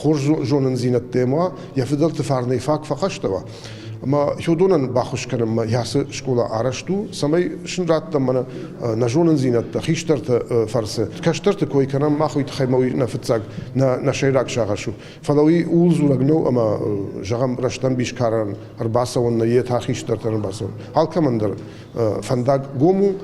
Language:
Ossetic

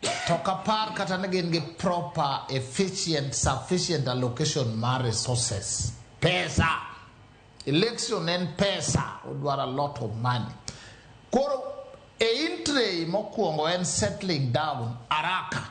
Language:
Luo (Kenya and Tanzania)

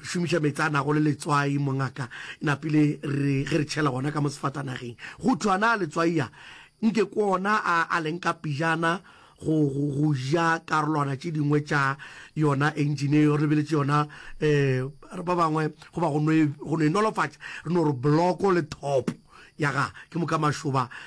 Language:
Northern Sotho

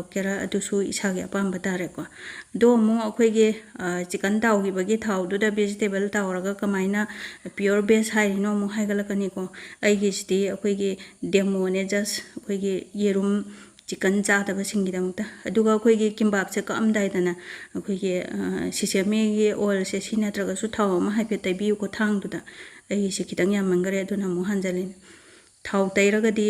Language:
Manipuri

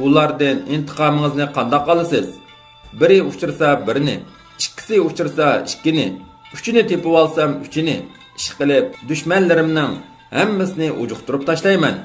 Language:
Uyghur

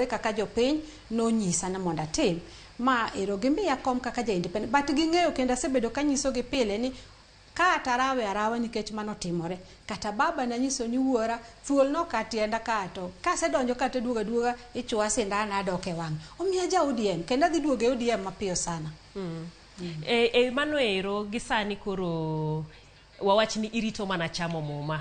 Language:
Luo (Kenya and Tanzania)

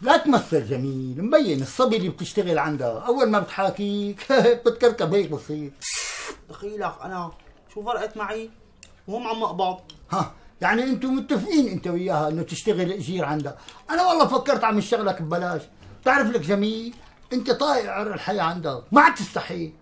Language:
North Levantine Arabic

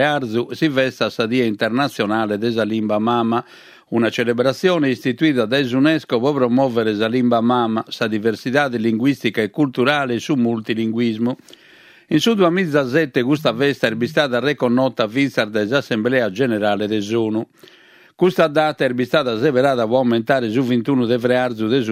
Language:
Sardinian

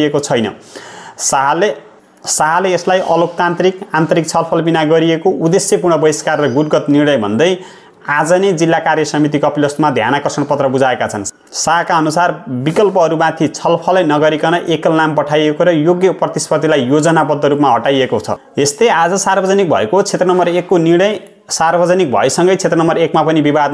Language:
Nepali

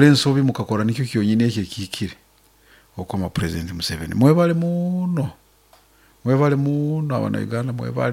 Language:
Nyankole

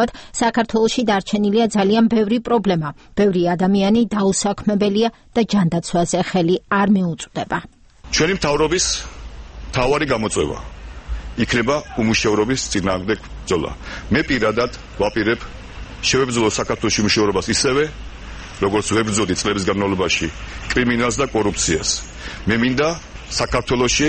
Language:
Georgian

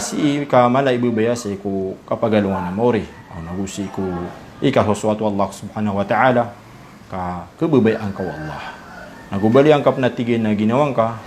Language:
Maranao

